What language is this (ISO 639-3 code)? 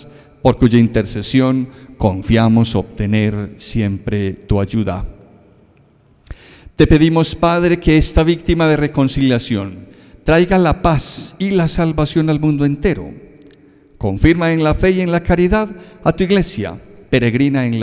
spa